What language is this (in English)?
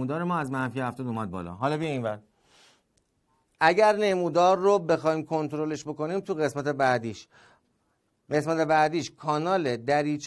Persian